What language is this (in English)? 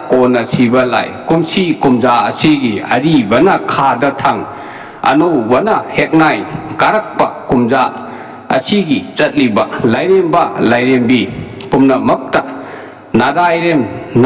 Manipuri